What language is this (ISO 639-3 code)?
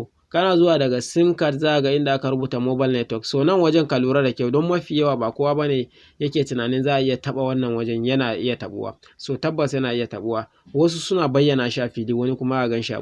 hau